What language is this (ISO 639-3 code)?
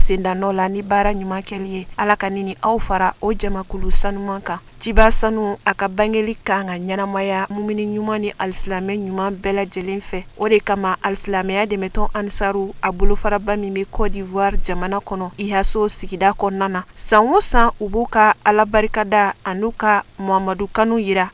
bam